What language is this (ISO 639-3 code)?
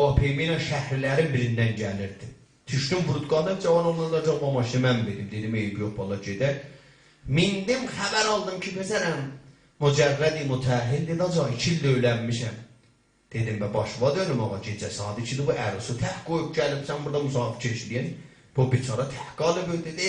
azb